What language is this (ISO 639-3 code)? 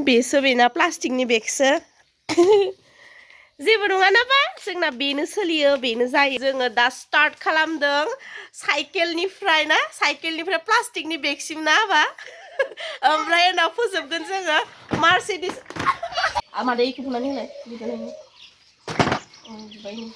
brx